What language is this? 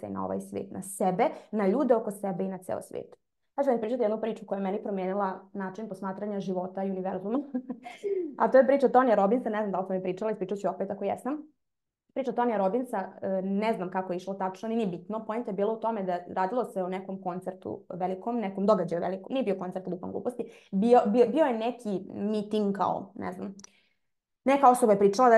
Serbian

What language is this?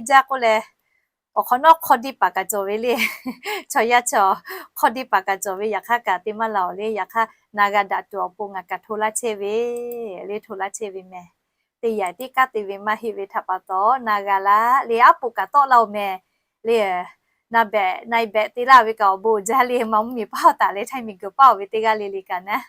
Lahu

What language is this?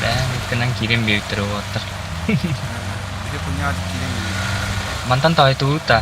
Yakut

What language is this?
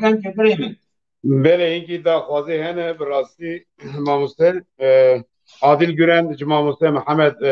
Kurdish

